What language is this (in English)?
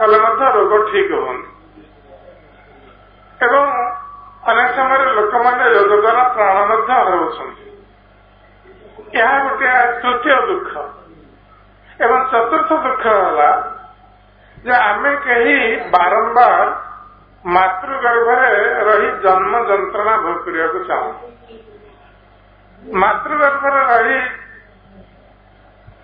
Odia